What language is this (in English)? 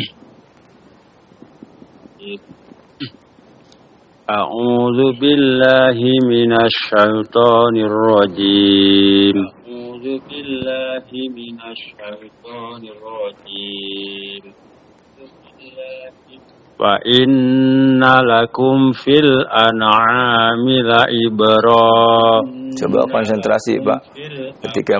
Indonesian